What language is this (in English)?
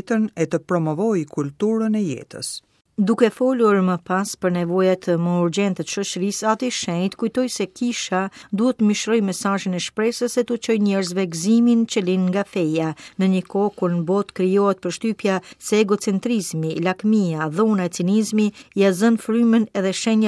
Albanian